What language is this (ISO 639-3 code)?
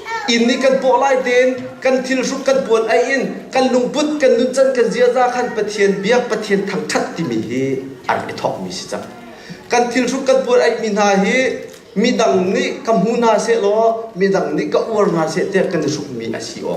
cnh